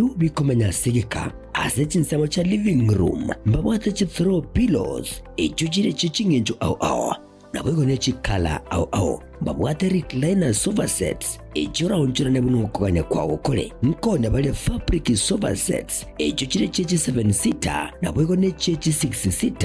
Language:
Gusii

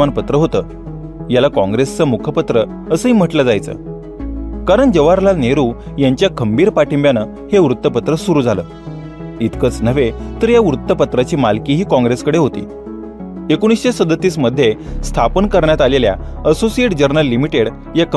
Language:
Marathi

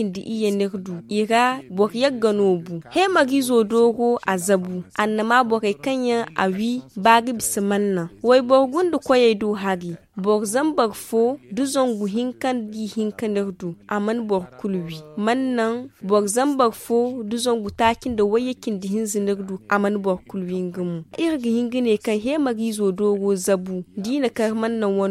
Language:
Zarma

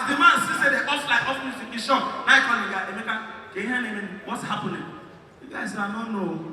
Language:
Nigerian Pidgin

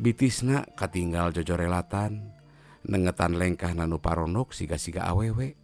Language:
Sundanese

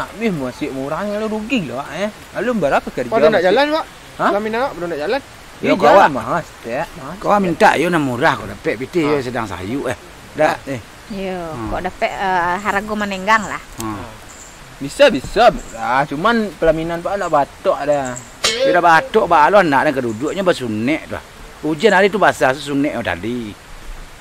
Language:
Minangkabau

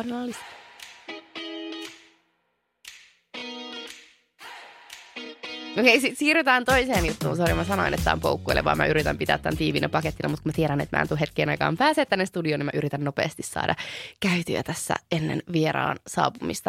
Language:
Finnish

